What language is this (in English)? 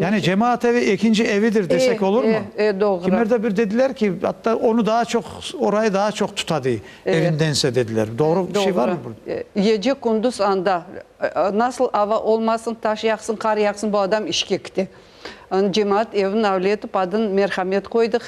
Crimean Tatar